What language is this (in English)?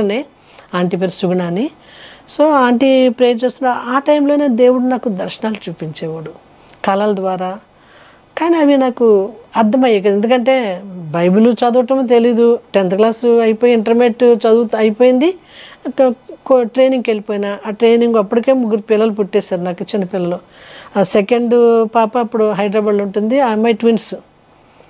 Telugu